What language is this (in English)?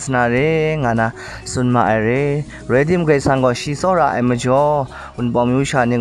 Kachin